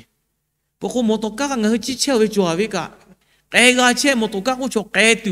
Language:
Lahu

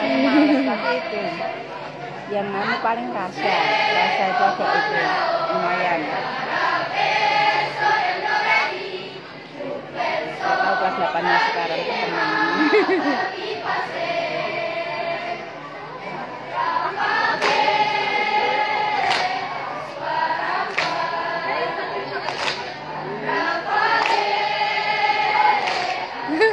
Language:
Indonesian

